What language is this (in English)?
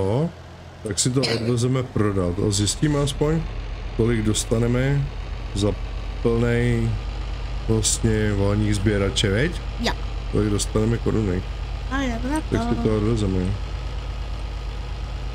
Czech